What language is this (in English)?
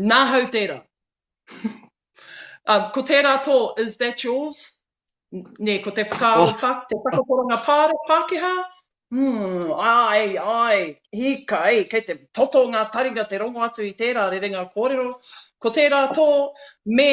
Māori